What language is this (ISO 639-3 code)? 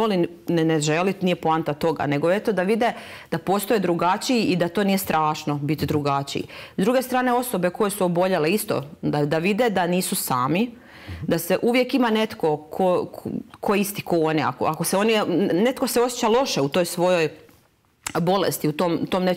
hrv